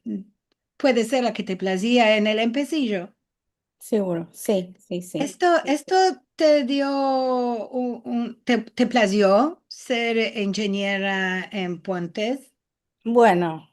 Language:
Ladino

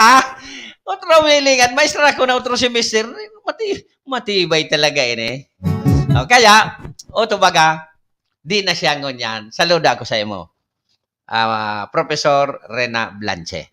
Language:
Bikol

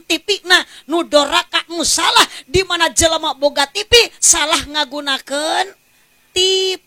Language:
Sundanese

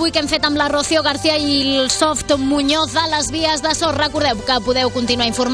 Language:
Catalan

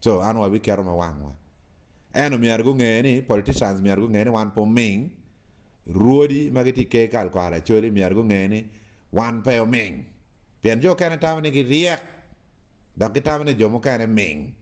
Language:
Acoli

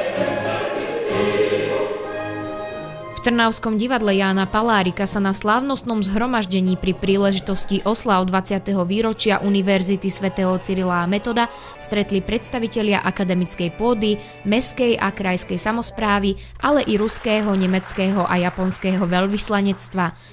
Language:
Slovak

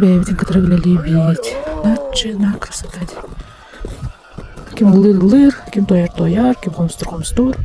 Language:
Yakut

